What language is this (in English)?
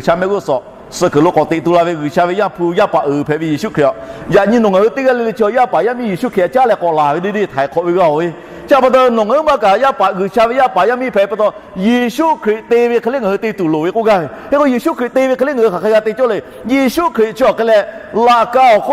Lahu